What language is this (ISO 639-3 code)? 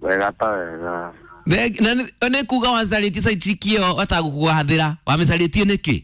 kik